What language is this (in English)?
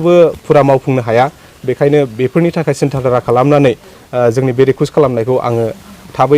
Bodo